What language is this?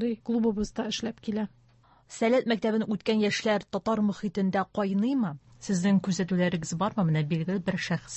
Tatar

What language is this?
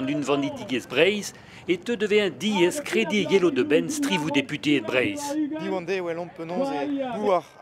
Breton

